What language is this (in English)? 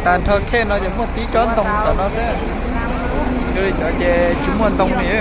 Hmong